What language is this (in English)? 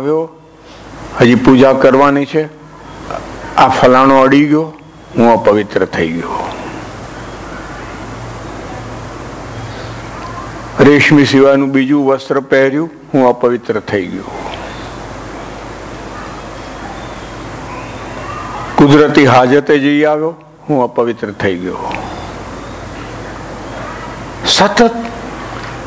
Gujarati